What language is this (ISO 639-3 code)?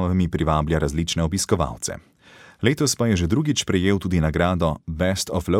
slv